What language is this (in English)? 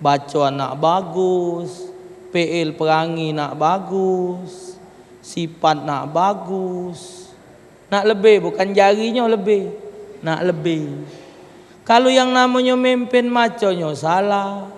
Musi